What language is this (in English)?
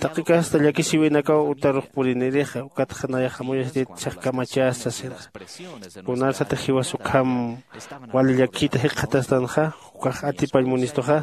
Aymara